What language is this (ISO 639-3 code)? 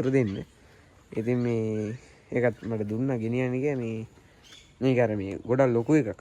sin